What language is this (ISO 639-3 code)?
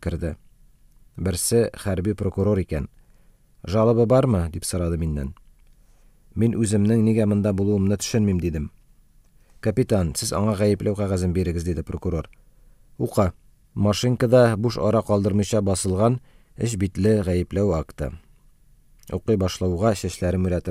tat